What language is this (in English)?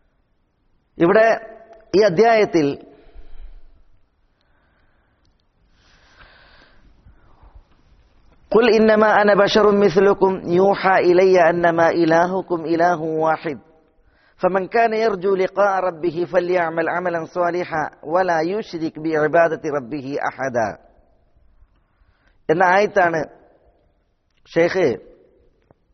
Malayalam